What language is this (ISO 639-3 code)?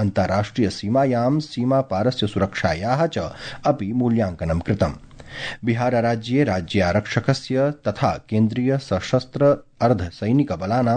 san